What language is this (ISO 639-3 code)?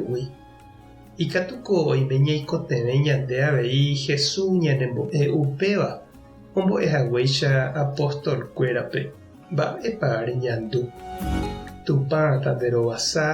grn